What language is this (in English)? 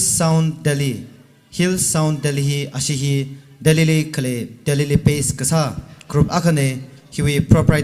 Tangkhul Naga (India)